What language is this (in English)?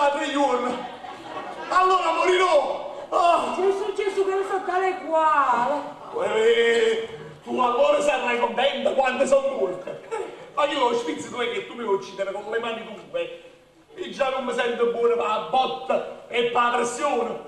Neapolitan